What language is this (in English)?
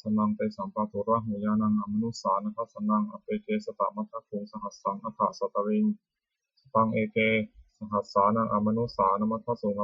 Pali